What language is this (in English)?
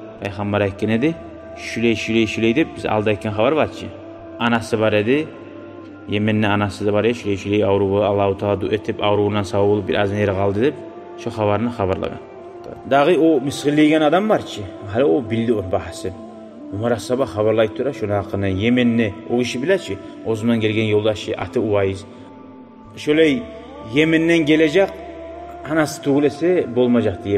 Kumyk